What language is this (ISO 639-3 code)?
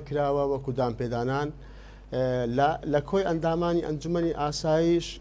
ckb